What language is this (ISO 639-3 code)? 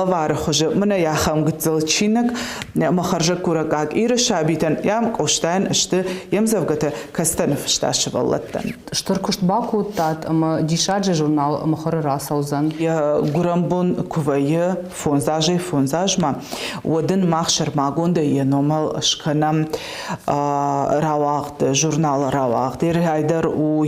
oss